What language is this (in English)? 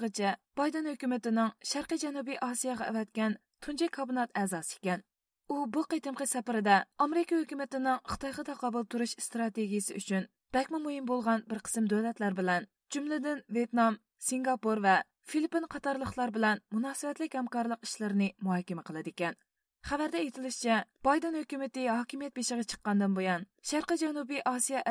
Uyghur